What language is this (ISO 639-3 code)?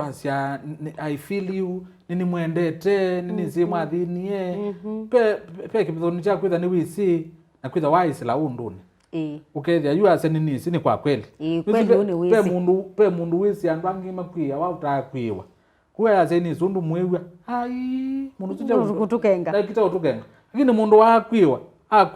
kam